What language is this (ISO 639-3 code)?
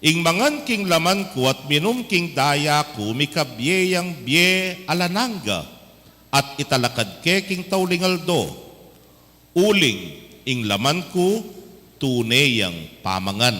pam